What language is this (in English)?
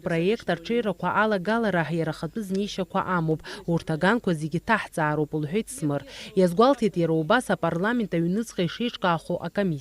Abkhazian